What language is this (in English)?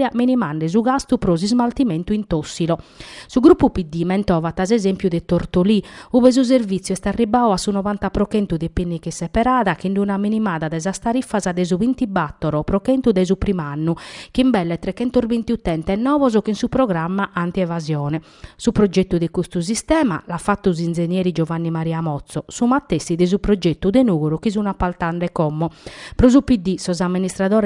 Sardinian